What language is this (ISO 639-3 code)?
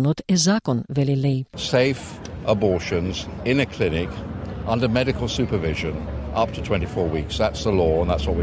mkd